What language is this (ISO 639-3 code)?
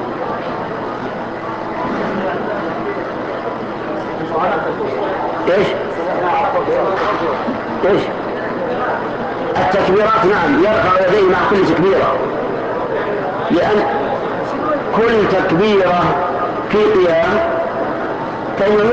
ara